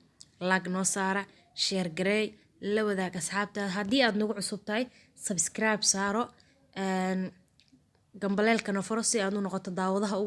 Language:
Somali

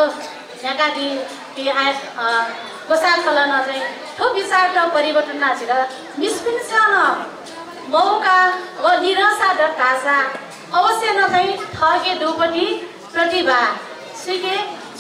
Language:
Newari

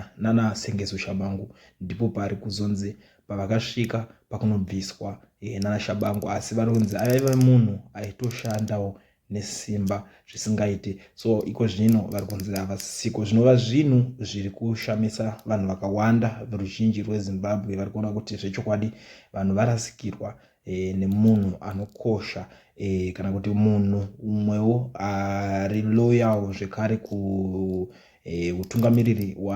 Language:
Shona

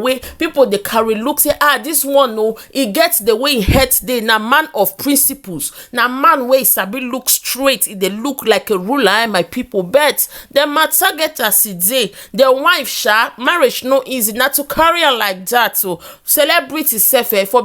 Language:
Nigerian Pidgin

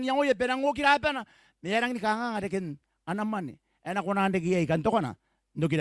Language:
Gilbertese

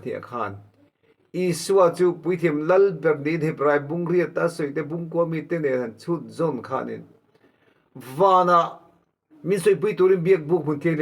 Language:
Mizo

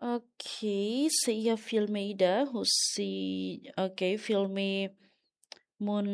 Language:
Tetum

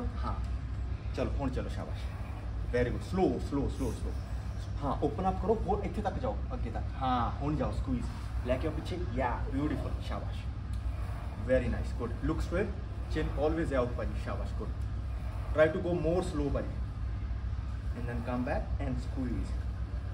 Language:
Punjabi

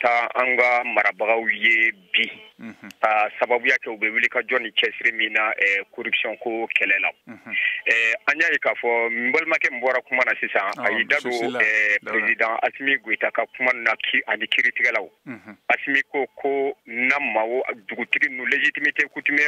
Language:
Bambara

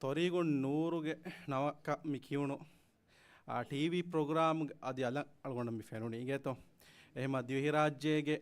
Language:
Divehi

